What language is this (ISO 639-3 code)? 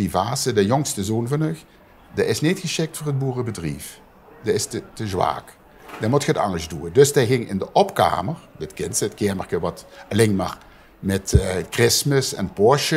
lim